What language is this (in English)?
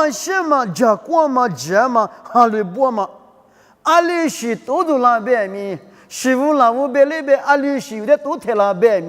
Lisu